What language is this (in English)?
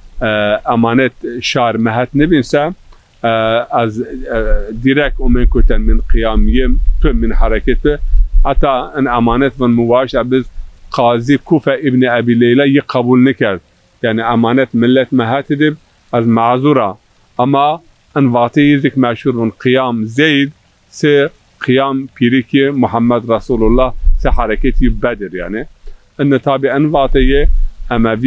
Zaza